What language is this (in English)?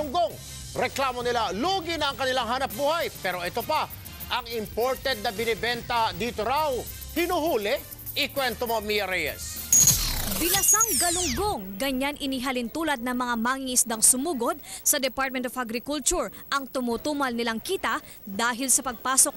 Filipino